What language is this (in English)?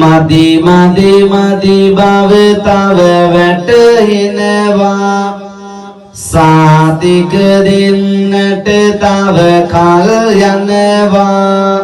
Sinhala